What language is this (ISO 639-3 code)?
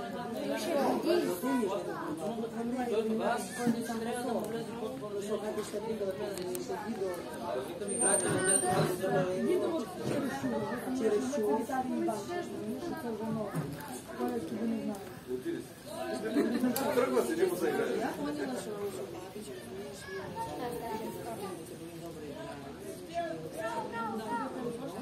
bul